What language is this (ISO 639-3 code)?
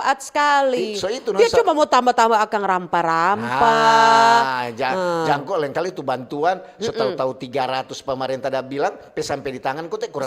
xmm